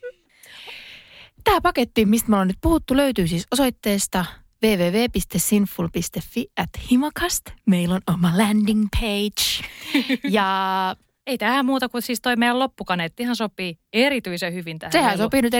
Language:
Finnish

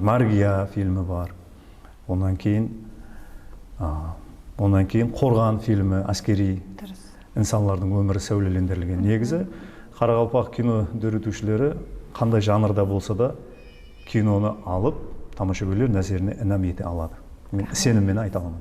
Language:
Kara-Kalpak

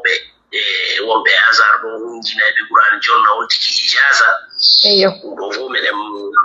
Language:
Pular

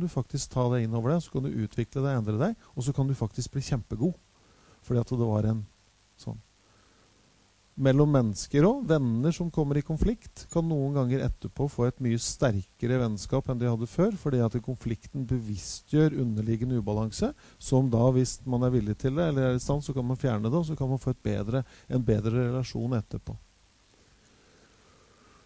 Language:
Norwegian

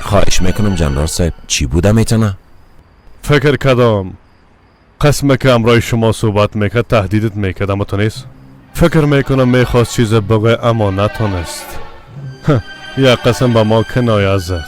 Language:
Persian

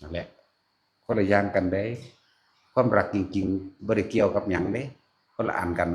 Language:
Northeastern Thai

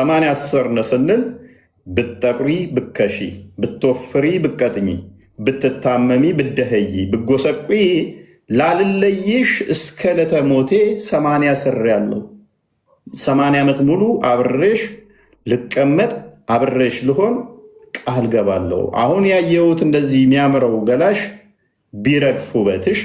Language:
Amharic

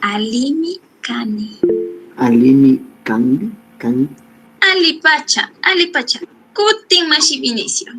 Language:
Chimborazo Highland Quichua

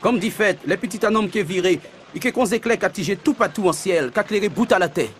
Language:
Guadeloupean Creole French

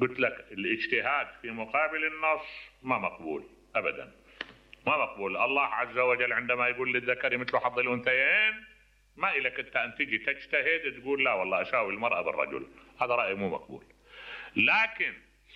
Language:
Mesopotamian Arabic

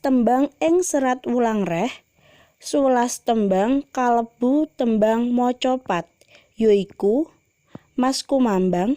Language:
Javanese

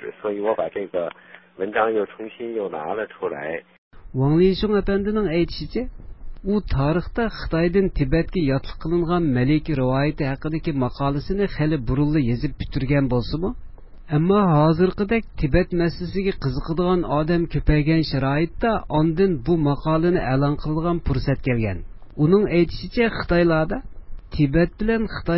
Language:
Uyghur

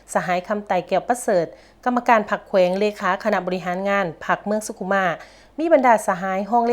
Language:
Lao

